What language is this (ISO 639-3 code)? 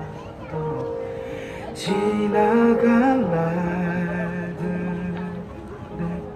kor